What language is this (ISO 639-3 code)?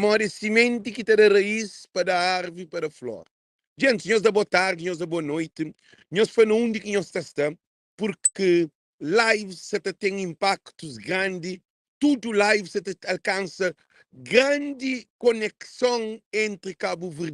kea